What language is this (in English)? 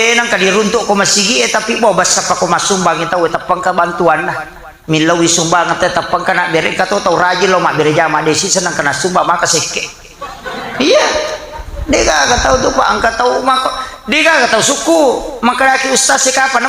Buginese